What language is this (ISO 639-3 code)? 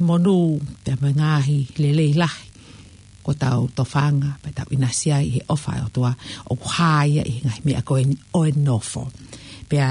ton